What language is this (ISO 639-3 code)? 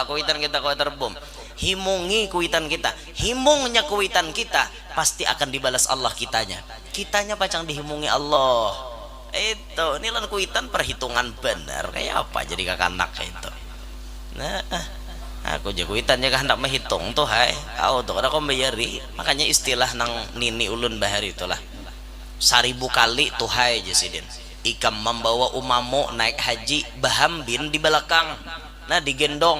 bjn